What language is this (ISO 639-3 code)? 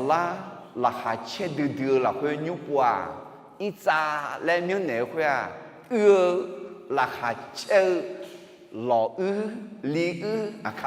ahk